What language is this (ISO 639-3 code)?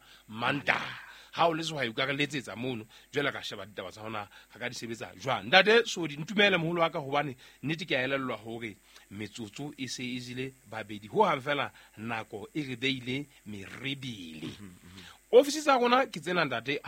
sot